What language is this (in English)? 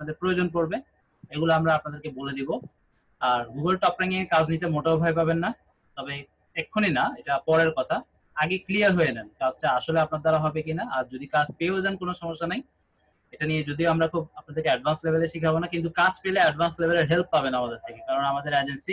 Bangla